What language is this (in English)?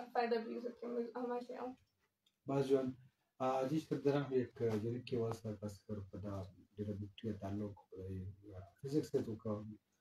Eastern Balochi